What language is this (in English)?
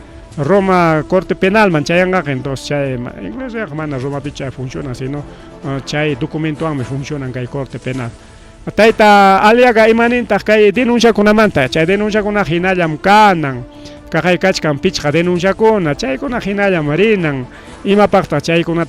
Ayacucho Quechua